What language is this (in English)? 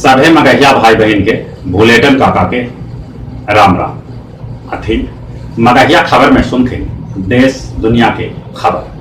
Magahi